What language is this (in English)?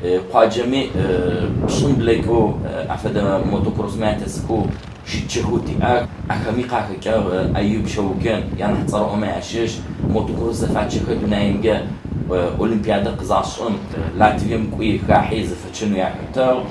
Adyghe